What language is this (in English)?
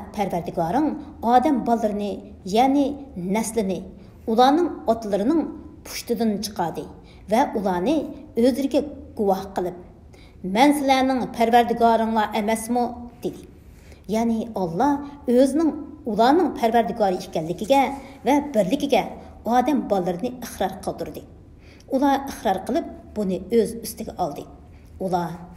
Uyghur